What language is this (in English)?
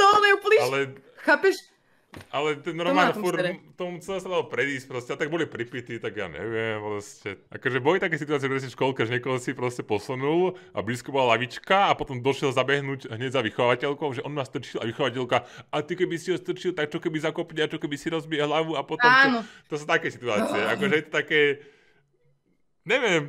Slovak